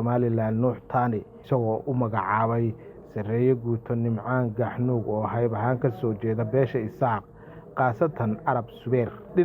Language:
Somali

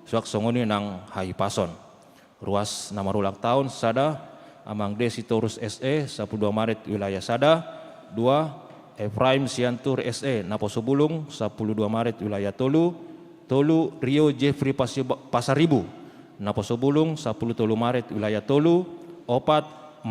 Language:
Batak Toba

